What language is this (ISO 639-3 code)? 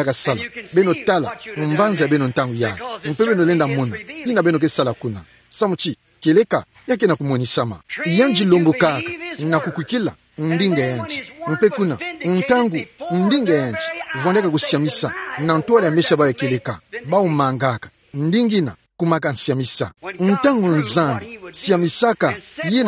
ktu